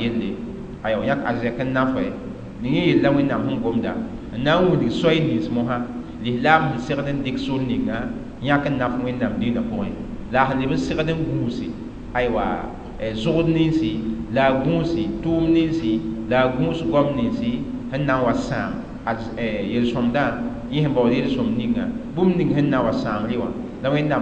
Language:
Mossi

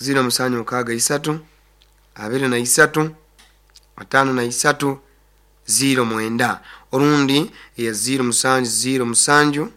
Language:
Nyoro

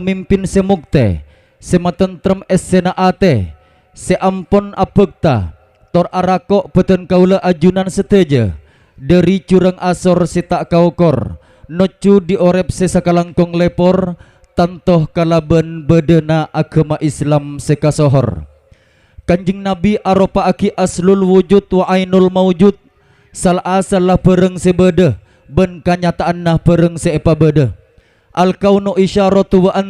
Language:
Madurese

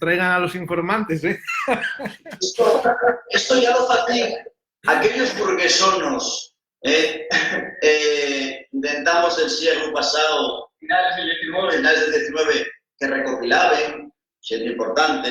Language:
Asturian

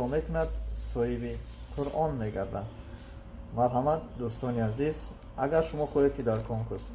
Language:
Tajik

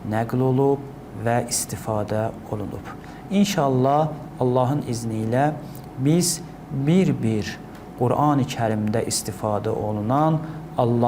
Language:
Azerbaijani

